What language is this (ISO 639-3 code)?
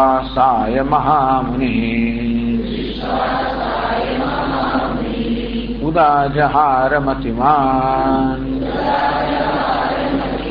guj